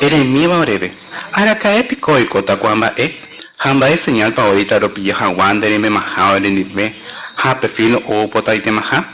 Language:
Guarani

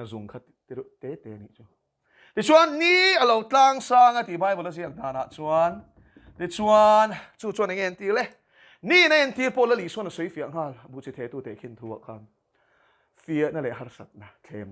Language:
Mizo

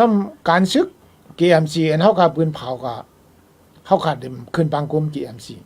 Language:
Shan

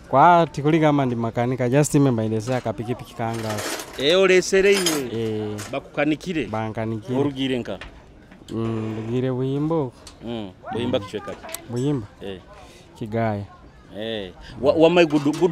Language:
Nyoro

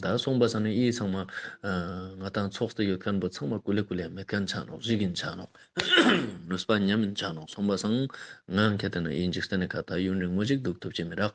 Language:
Ladakhi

